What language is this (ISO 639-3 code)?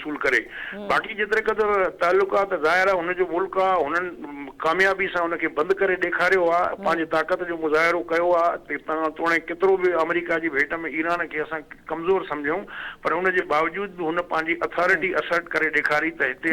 snd